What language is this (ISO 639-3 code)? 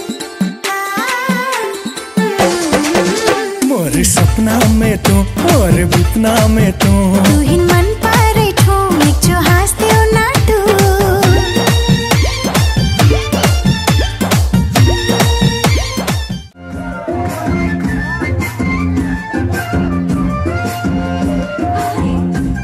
bho